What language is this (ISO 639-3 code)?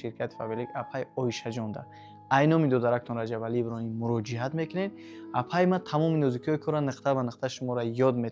tgk